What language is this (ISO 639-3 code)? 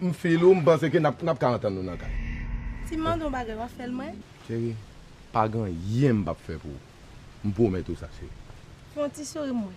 hat